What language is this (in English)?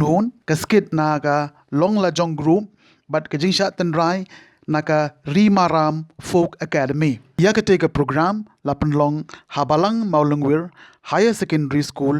Khasi